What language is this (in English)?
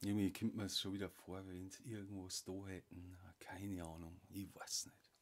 Bavarian